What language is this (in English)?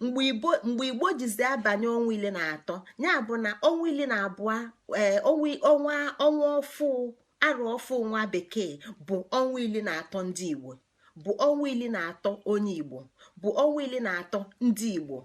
Igbo